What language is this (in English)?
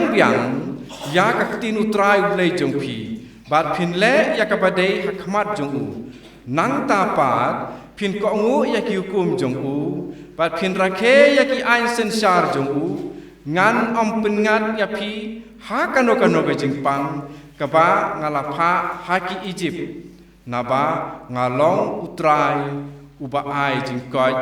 Khasi